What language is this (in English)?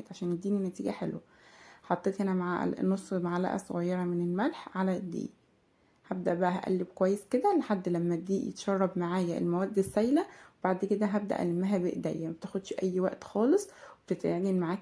Egyptian Arabic